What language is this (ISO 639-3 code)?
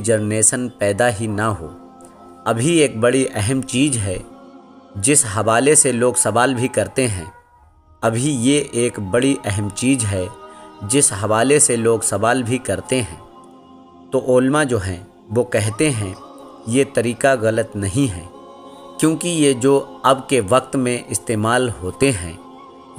urd